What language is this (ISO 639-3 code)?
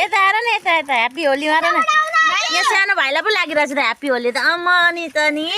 nep